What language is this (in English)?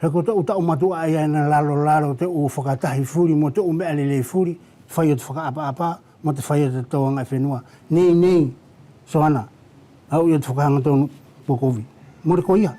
Wallisian